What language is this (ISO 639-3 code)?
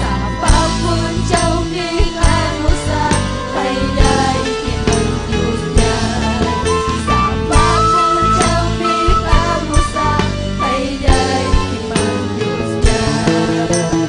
quy